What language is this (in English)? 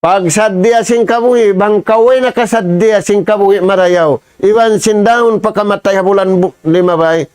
Tausug